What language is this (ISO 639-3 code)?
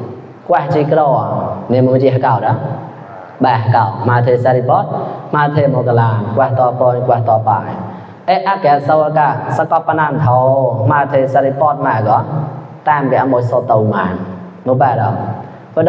mnw